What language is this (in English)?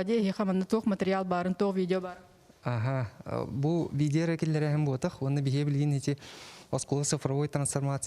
Yakut